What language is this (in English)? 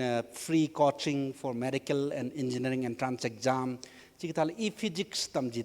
Tangkhul Naga (India)